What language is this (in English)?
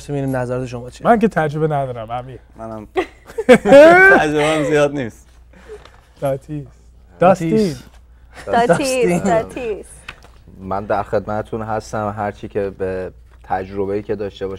Persian